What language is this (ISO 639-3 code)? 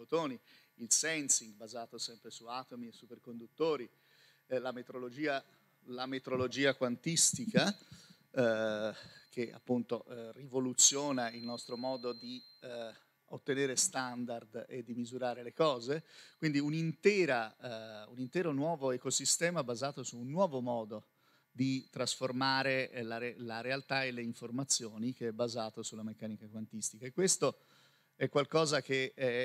ita